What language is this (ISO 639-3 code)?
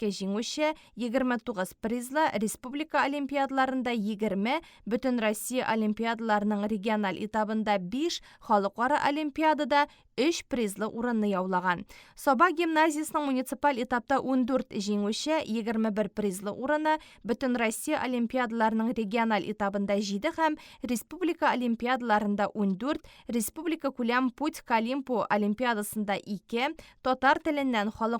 tat